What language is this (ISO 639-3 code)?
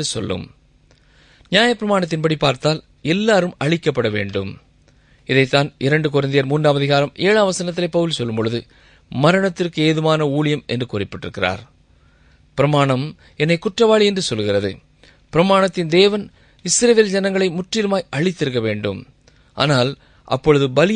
tam